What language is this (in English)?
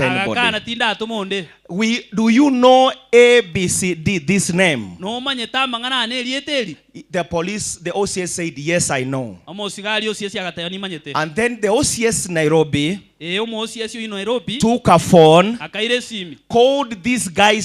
Gusii